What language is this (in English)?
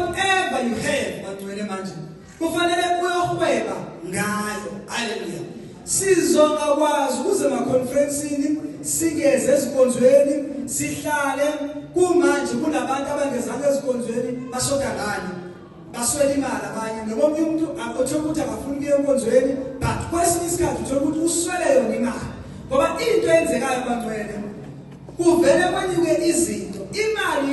Zulu